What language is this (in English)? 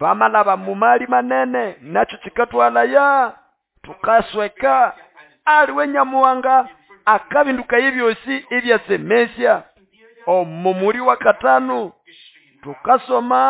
Nande